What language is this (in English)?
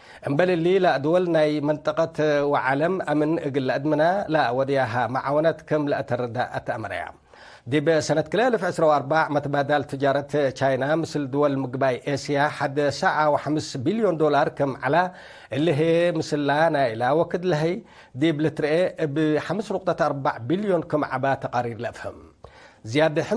Tigre